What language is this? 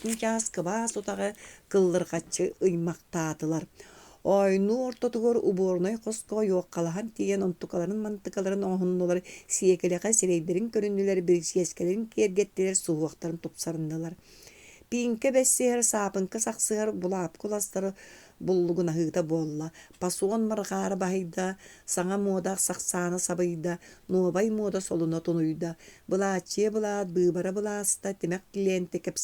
Yakut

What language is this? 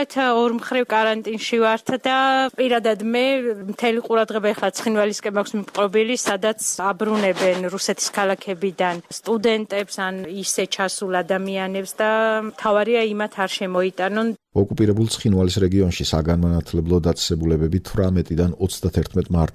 Georgian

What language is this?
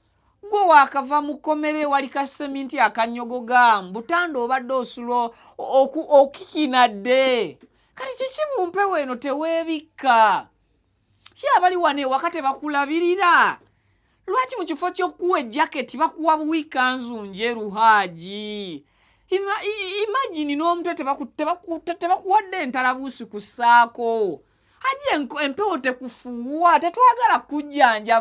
Ganda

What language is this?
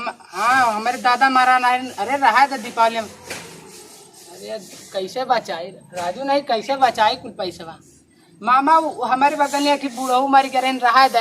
Awadhi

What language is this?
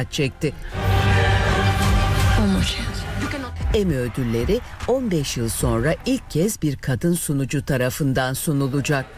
Turkish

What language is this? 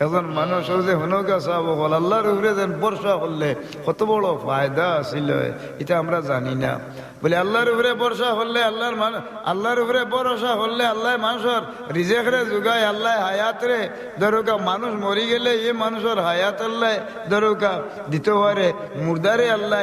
Sylheti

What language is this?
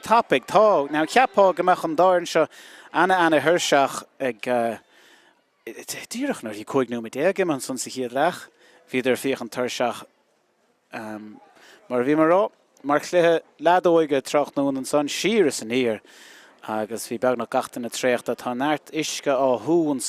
Irish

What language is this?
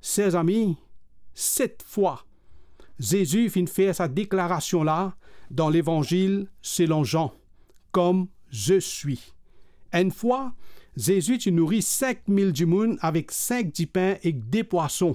Morisyen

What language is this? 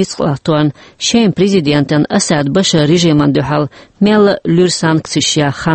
Chechen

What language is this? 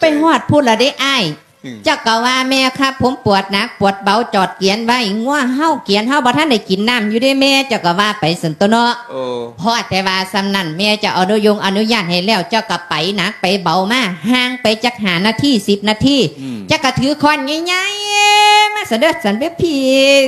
Lao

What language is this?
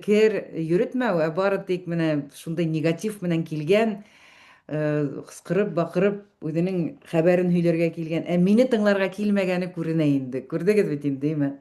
Bashkir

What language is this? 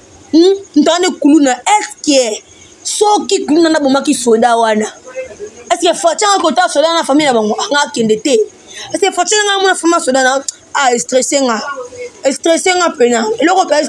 Lingala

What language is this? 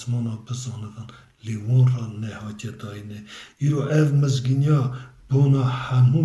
Kurdish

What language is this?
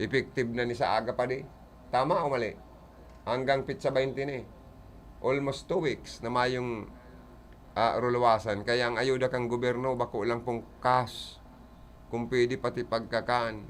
Bikol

